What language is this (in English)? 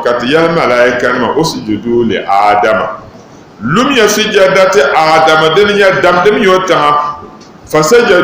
Dagbani